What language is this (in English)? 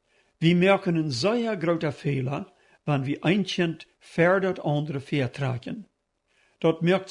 Plautdietsch